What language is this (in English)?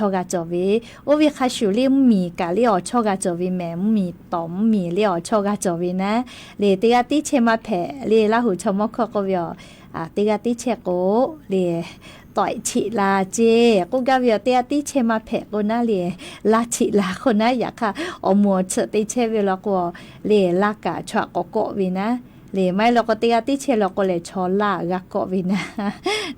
Lahu